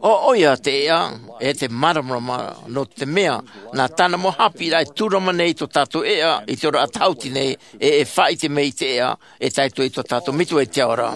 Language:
Tahitian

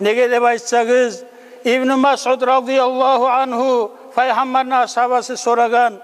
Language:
Kumyk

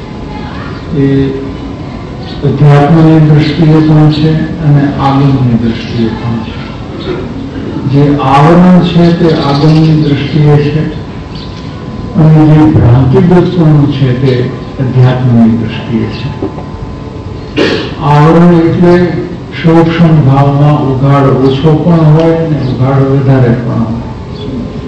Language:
Gujarati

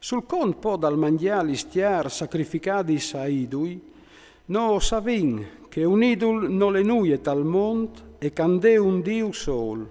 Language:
Friulian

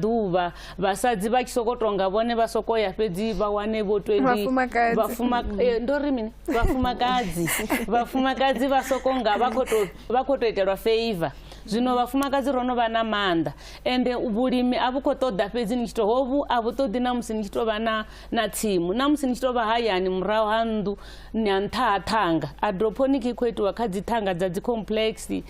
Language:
Venda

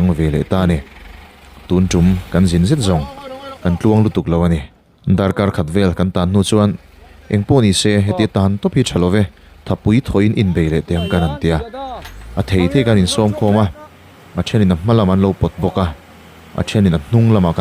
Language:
Mizo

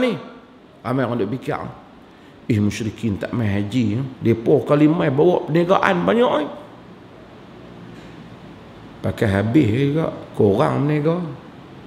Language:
Malay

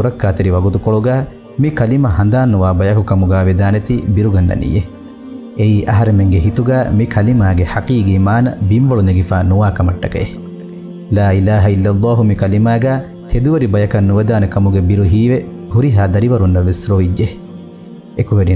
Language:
Divehi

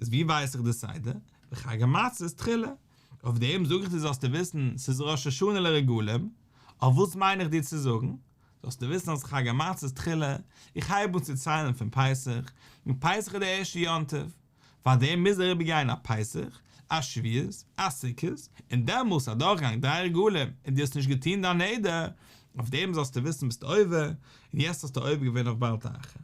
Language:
Yiddish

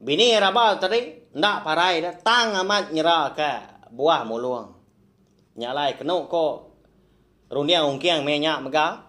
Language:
Iban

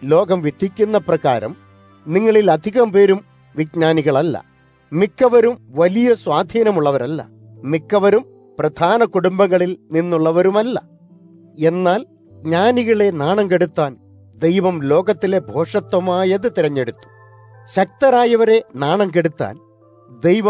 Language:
Malayalam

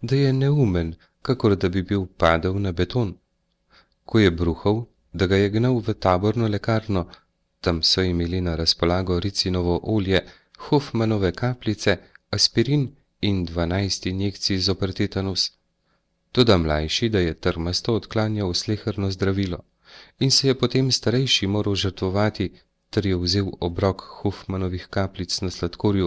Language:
Slovenian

